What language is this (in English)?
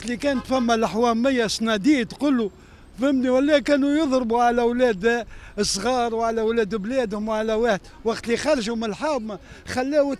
Tunisian Arabic